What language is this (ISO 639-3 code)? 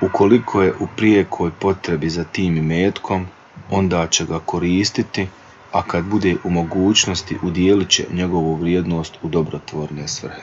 bos